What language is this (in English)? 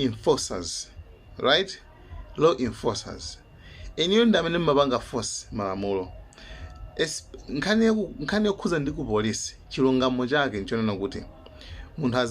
Nyanja